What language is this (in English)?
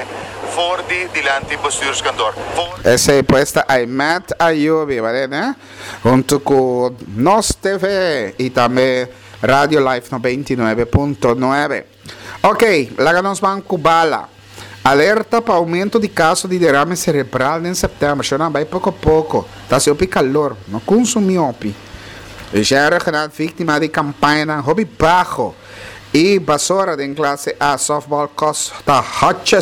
Papiamento